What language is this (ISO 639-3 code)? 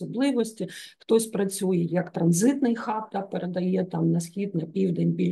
ukr